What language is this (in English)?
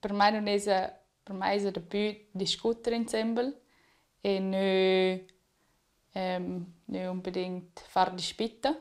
Romansh